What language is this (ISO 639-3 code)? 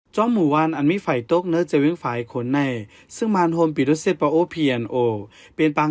shn